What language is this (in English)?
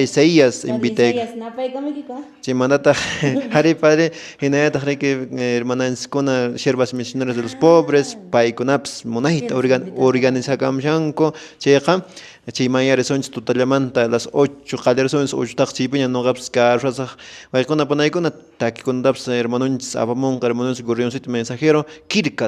Quechua